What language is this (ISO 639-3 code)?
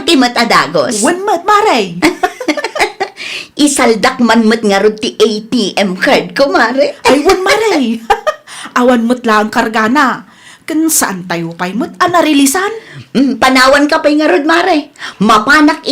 ilo